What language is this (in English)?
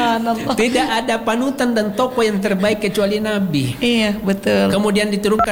Indonesian